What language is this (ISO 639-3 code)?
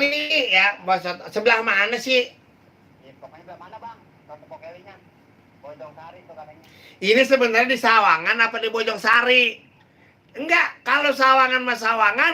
bew